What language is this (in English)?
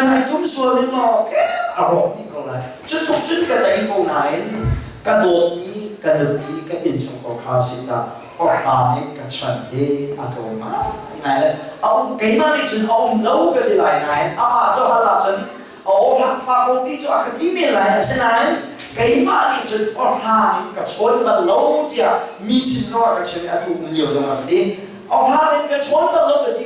Hakha Chin